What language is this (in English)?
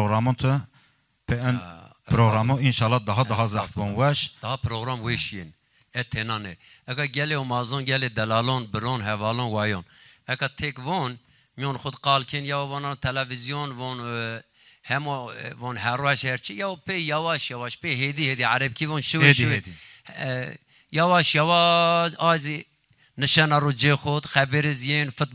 Zaza